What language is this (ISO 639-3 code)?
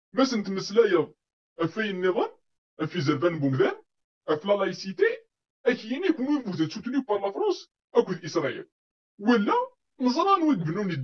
kab